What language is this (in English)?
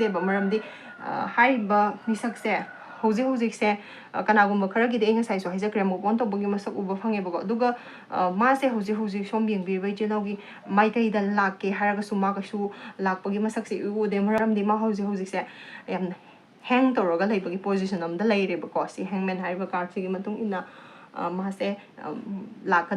Manipuri